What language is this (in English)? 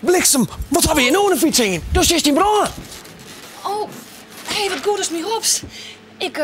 Western Frisian